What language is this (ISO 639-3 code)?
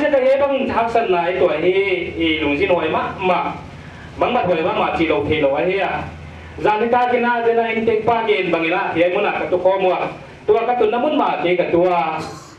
pck